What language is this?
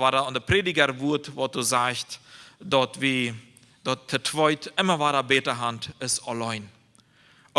Plautdietsch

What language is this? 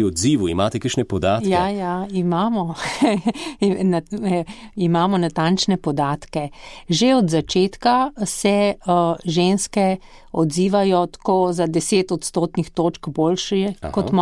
Slovenian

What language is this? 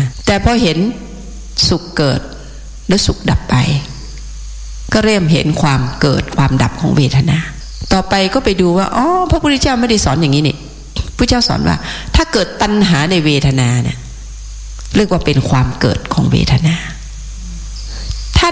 Thai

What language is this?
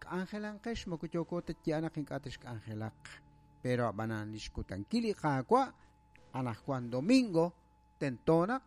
Kekchí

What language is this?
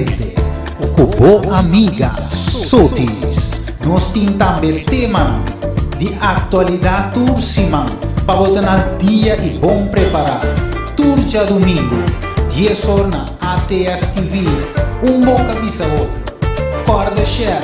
Papiamento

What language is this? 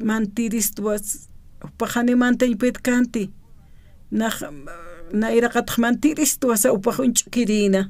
Aymara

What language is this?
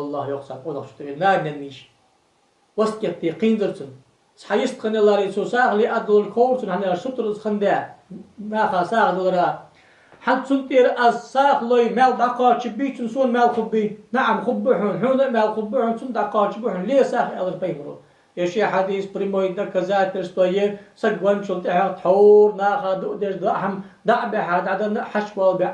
Ingush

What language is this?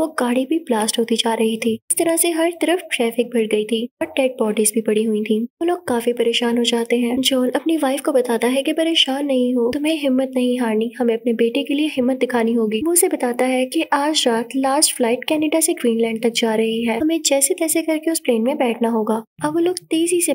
Hindi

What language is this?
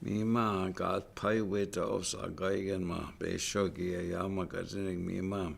Chippewa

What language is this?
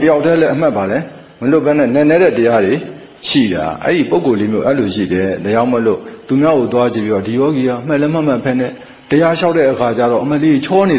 Burmese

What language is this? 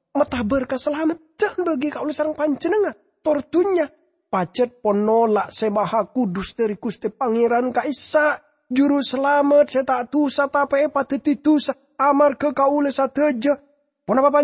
Madurese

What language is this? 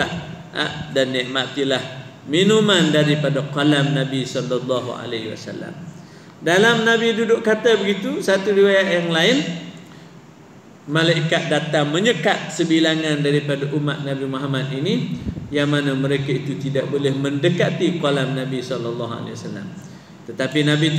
Malay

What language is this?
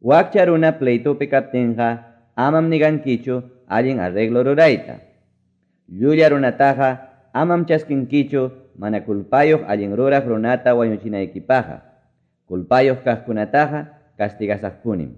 Quechua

